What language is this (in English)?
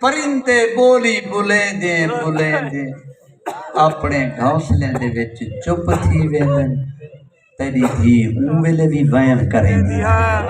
Saraiki